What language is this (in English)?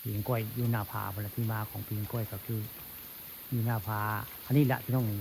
Northeastern Thai